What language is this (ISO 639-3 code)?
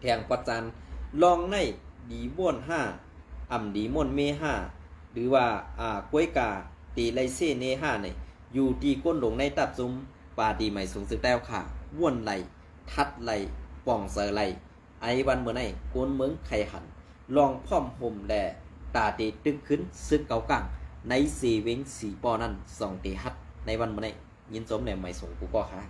shn